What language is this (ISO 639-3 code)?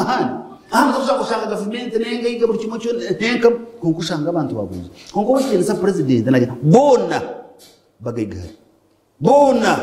nyn